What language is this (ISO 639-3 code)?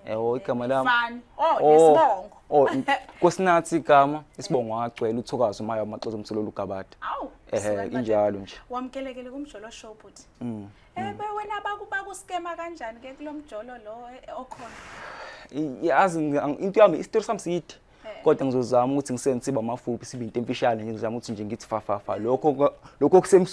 zul